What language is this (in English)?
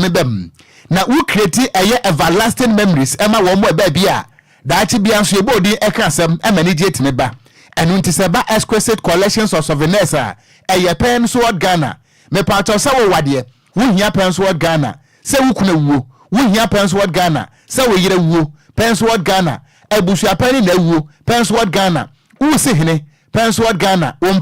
Akan